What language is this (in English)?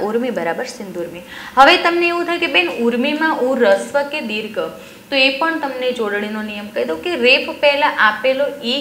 Gujarati